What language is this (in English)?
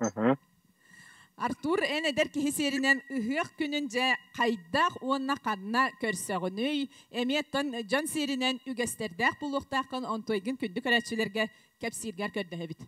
Yakut